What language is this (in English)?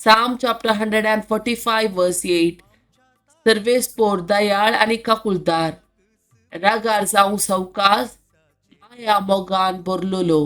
Konkani